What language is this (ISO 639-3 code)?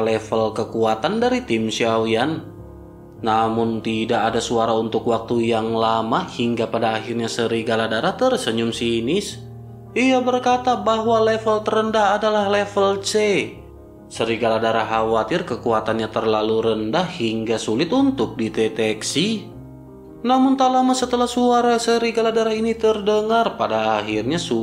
ind